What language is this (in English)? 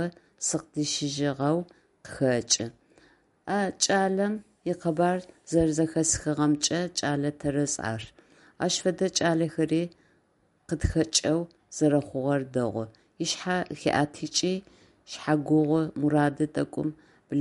Adyghe